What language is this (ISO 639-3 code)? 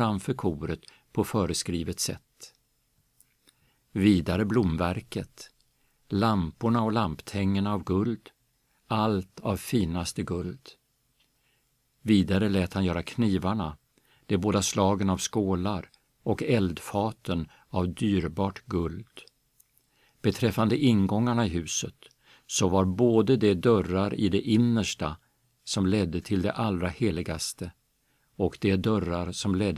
swe